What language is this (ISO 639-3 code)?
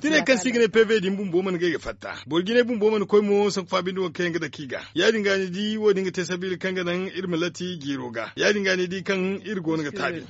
dje